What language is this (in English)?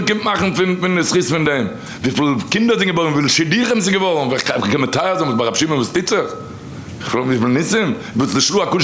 Yiddish